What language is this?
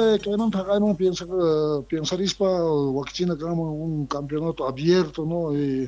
Quechua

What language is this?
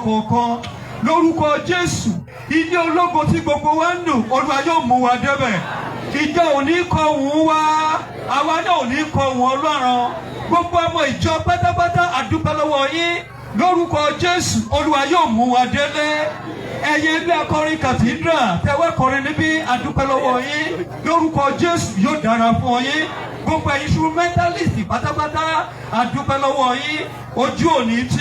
Yoruba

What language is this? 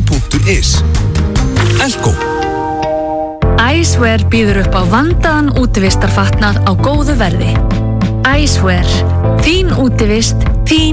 Icelandic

